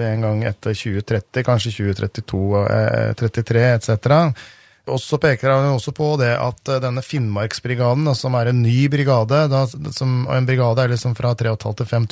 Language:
Norwegian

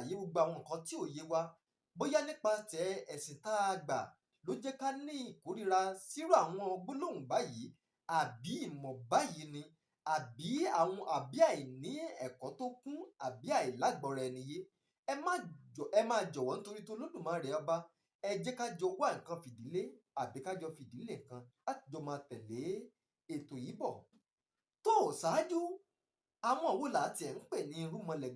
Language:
Yoruba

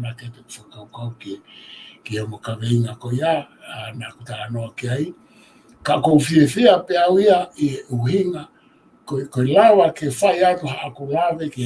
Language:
Tongan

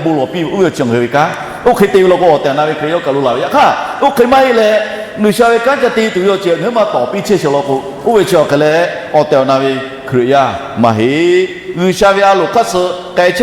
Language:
Lahu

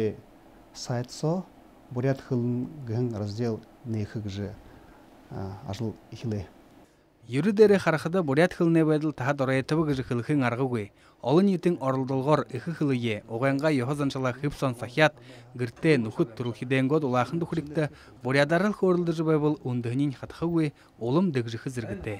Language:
Buriat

